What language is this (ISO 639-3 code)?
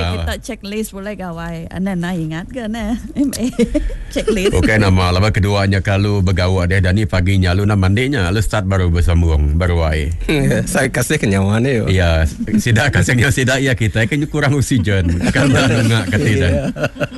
iba